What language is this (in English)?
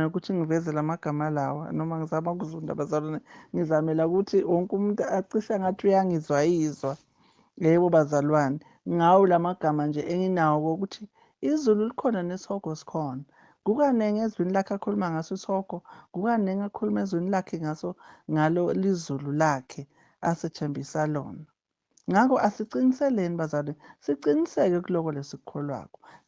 Zulu